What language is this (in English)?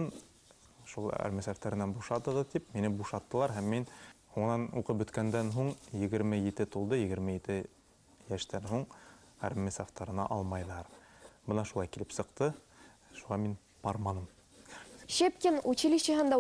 Bashkir